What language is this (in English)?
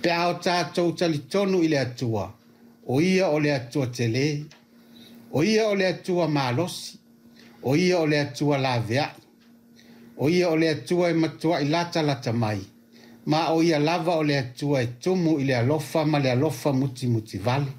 Samoan